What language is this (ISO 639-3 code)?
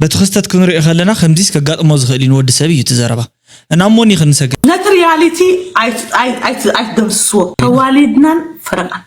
tir